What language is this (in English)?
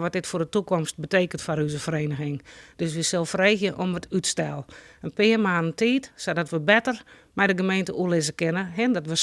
Western Frisian